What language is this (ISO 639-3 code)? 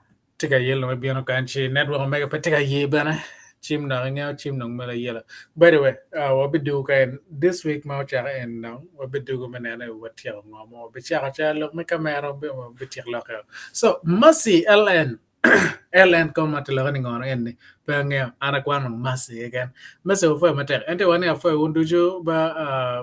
ach